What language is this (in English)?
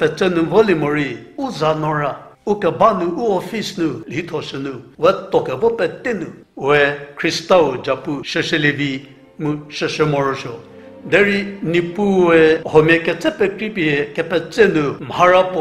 Angami Naga